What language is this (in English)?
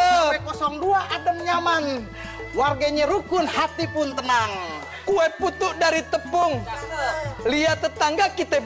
Betawi